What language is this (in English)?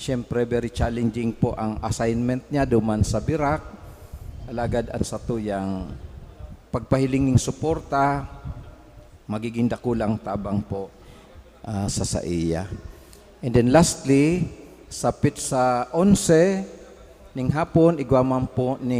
Bikol